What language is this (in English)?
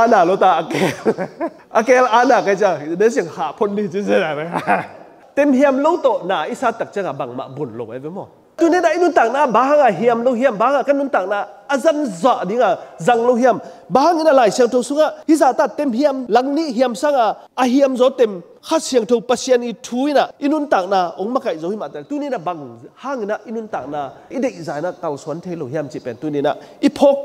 Tedim Chin